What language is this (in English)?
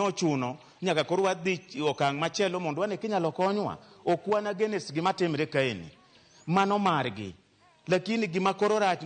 Luo (Kenya and Tanzania)